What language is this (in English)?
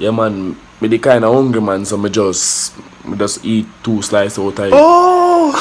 Jamaican Creole English